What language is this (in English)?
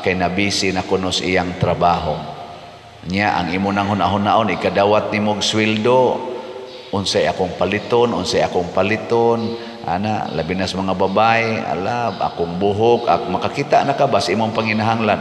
Cebuano